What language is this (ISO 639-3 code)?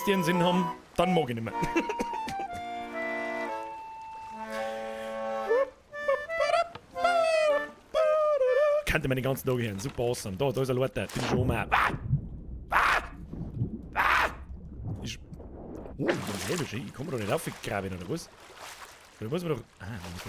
bar